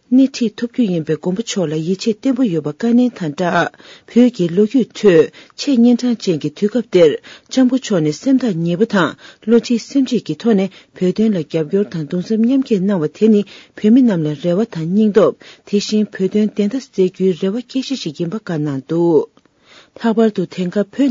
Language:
Tibetan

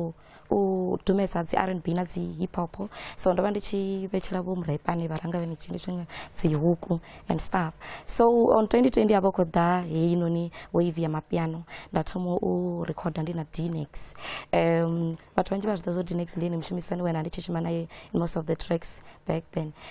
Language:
Venda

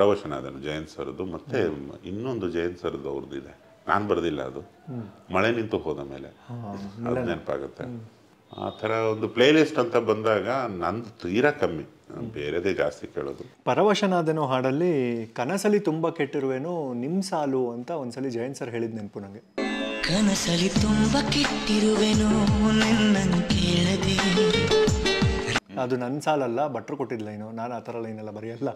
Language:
Kannada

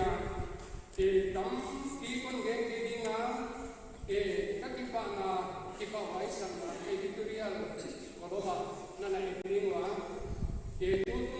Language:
Paite Chin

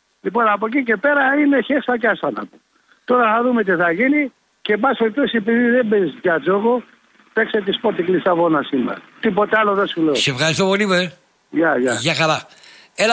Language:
Greek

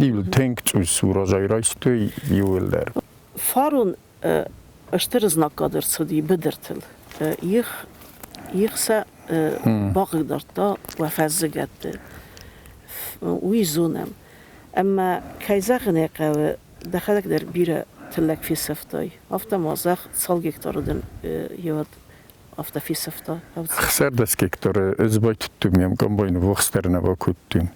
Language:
Ossetic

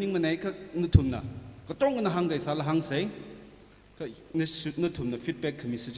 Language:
Tangkhul Naga (India)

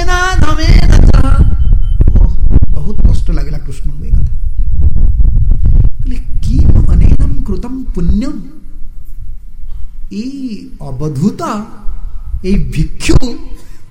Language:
Odia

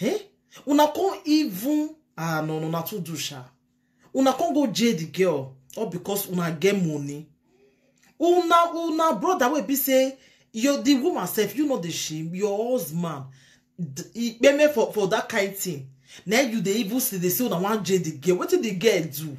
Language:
Nigerian Pidgin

